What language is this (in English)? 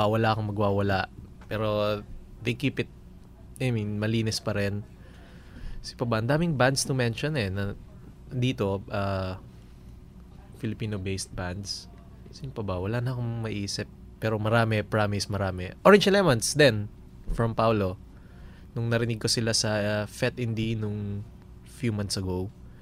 Filipino